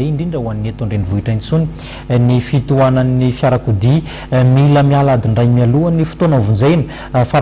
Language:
Malagasy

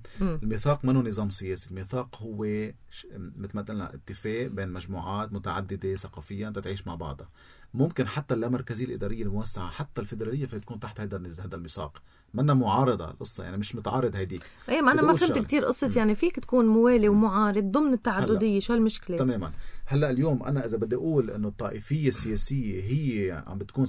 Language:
North Levantine Arabic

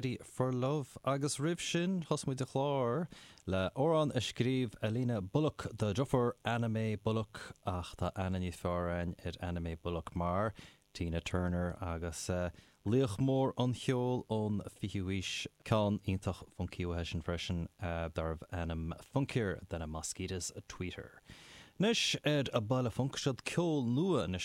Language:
Irish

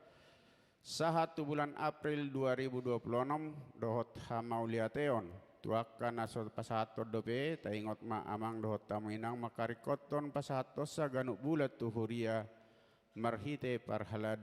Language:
Batak Toba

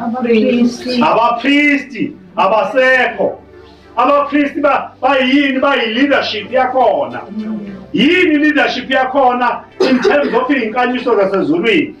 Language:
Zulu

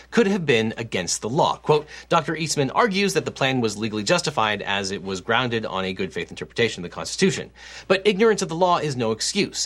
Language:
English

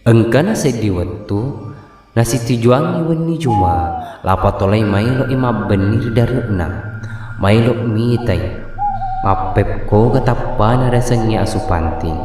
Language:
Buginese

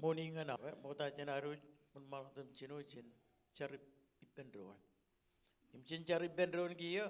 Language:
Marshallese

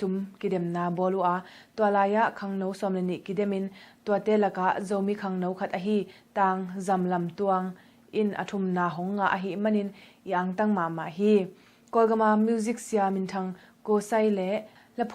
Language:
Tedim Chin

